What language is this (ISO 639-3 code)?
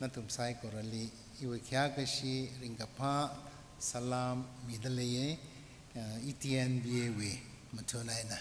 nmf